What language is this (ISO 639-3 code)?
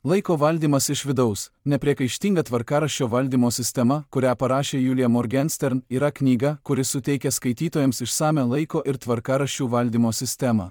lit